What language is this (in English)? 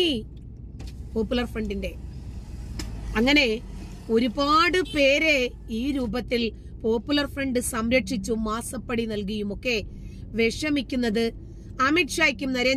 Malayalam